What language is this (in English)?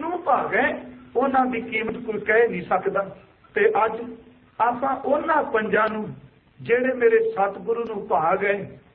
Punjabi